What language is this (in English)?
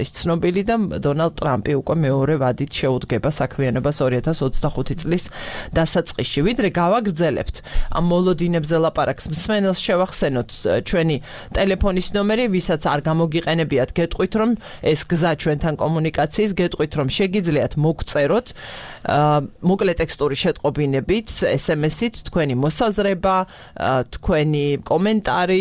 Georgian